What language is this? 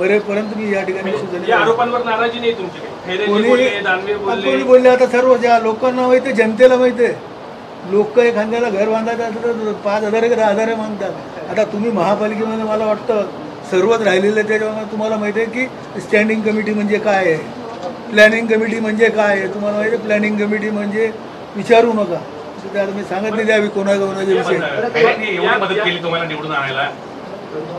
Marathi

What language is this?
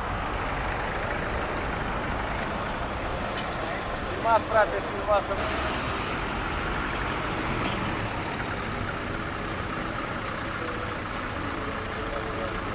Romanian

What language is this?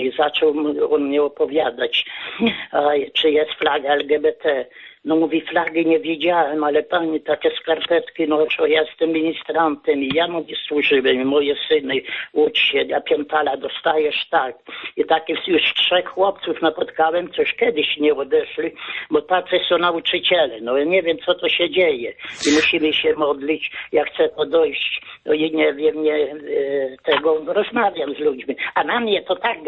Polish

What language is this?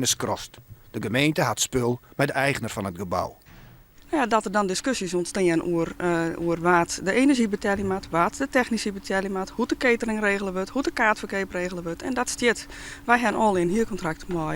Western Frisian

